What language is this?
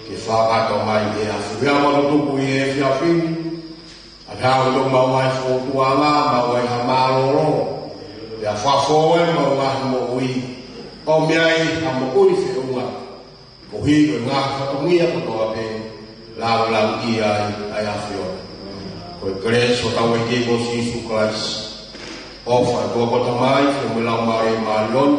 Tongan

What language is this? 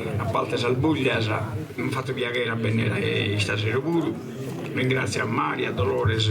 Sardinian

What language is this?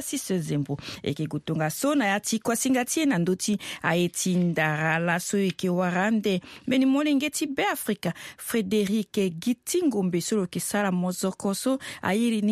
Sango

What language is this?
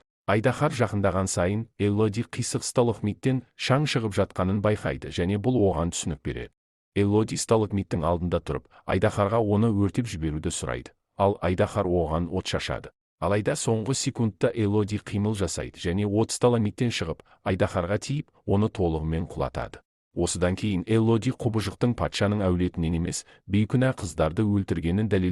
Kazakh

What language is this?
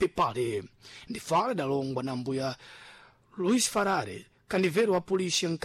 Sena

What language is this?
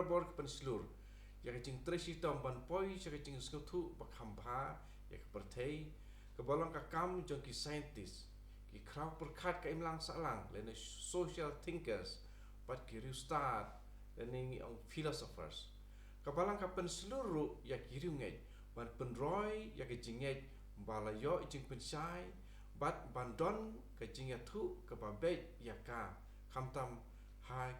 Khasi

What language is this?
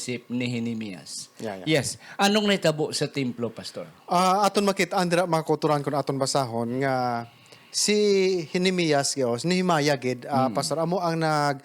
Hiligaynon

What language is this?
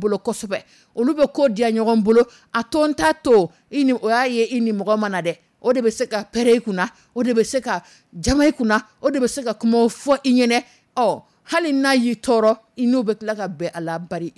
Dyula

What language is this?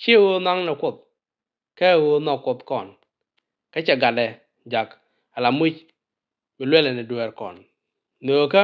Nuer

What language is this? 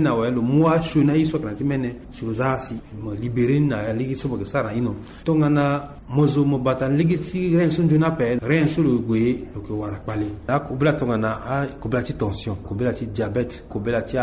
Sango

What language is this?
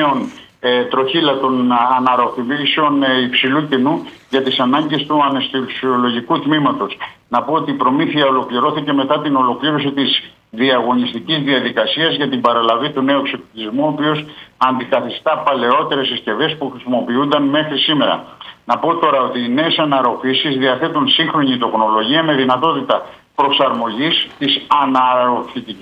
Greek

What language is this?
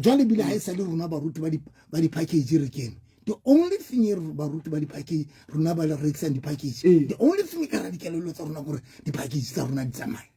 Southern Sotho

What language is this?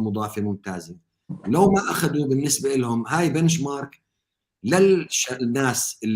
North Levantine Arabic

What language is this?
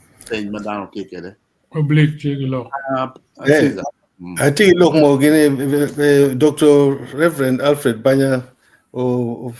Acoli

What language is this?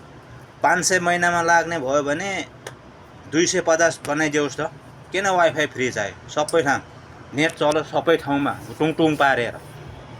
Nepali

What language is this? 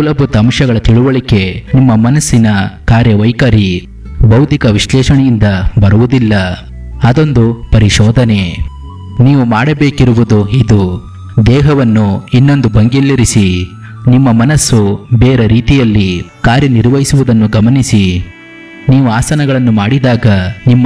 Kannada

